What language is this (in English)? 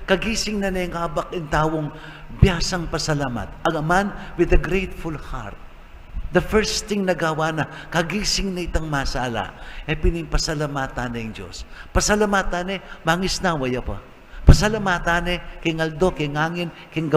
Pampanga